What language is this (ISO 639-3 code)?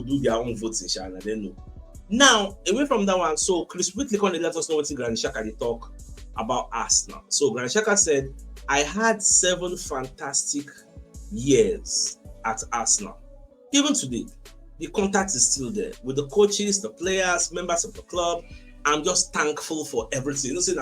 pcm